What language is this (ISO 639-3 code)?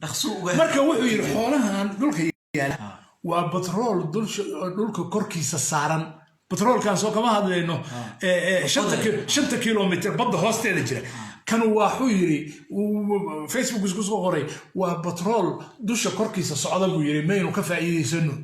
som